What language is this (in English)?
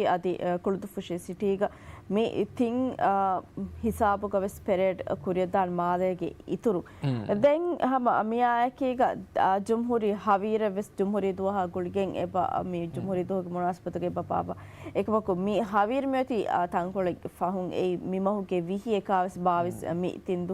Divehi